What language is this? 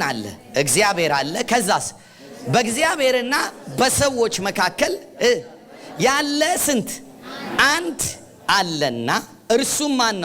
Amharic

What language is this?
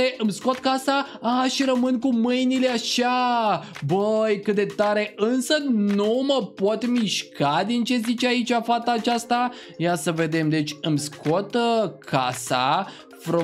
Romanian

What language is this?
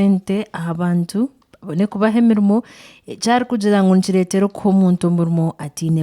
Nyankole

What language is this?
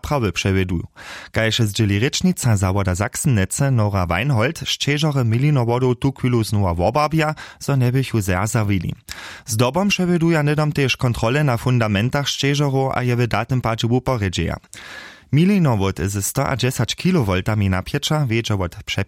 Upper Sorbian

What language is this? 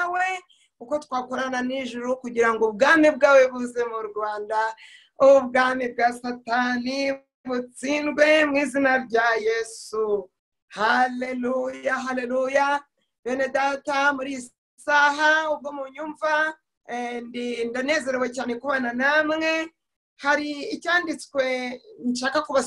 Kinyarwanda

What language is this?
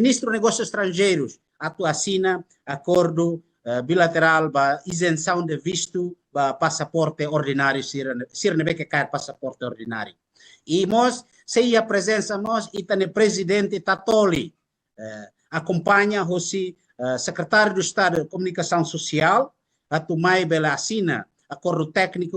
Tetum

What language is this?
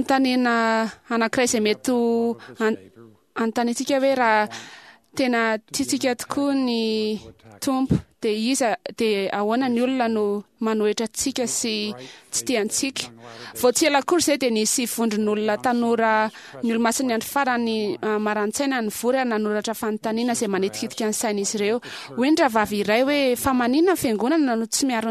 Malagasy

